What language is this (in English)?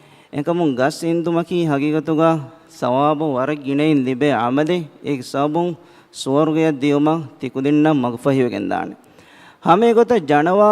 Divehi